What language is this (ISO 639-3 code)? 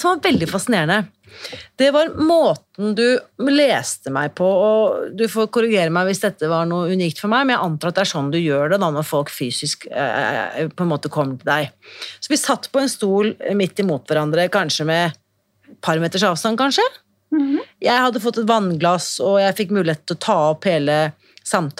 nor